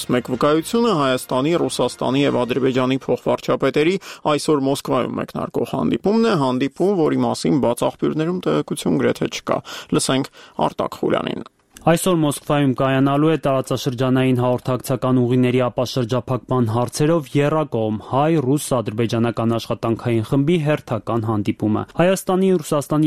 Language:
Armenian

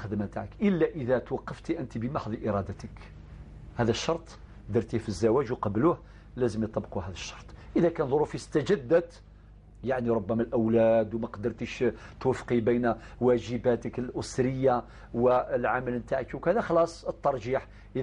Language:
Algerian Arabic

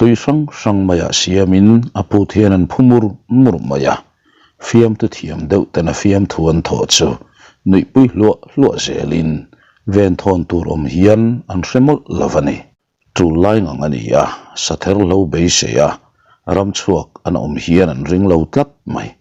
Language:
Mizo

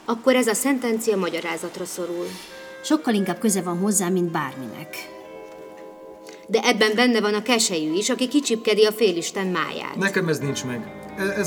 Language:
Hungarian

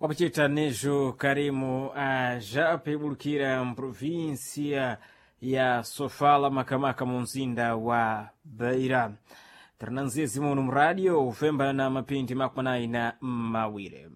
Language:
Sena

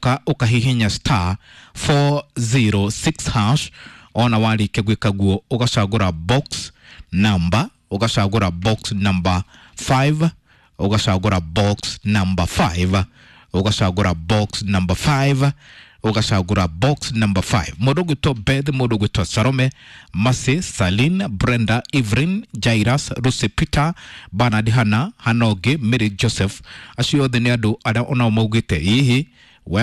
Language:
Kikuyu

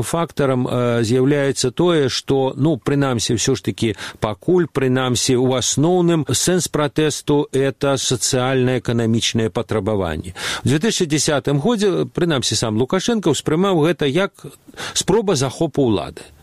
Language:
Belarusian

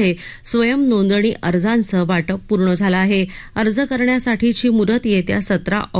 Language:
Marathi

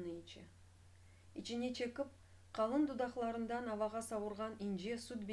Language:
Crimean Tatar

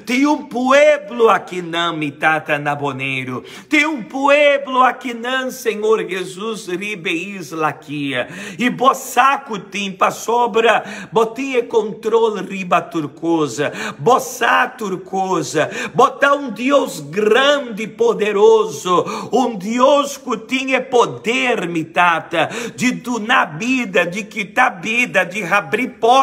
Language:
Papiamento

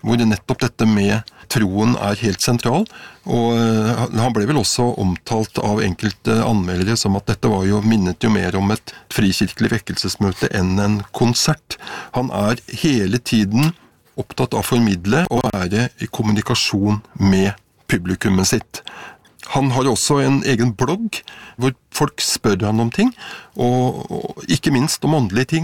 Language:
Norwegian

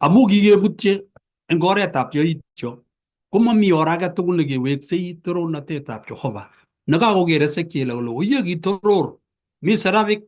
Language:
Kalenjin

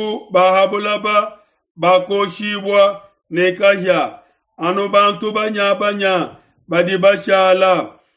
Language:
Luba-Lulua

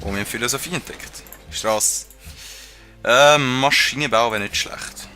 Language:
Swiss German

